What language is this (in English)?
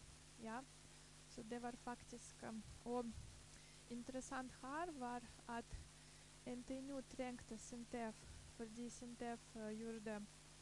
Norwegian